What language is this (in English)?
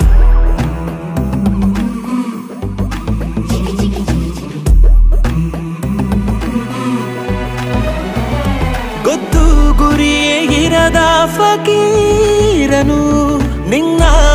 Kannada